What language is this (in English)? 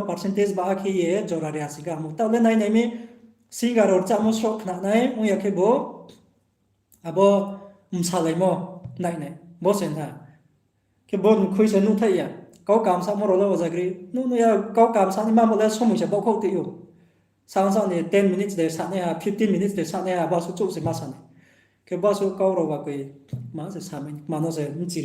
Riang (India)